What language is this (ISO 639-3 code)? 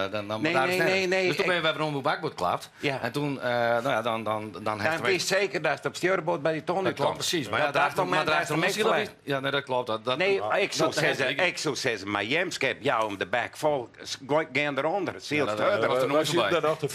fry